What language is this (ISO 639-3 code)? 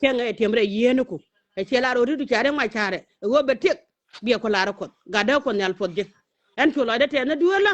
nus